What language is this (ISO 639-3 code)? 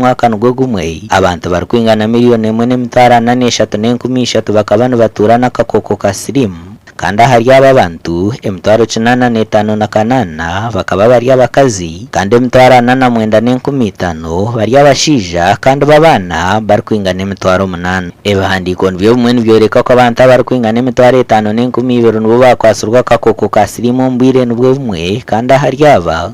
nyn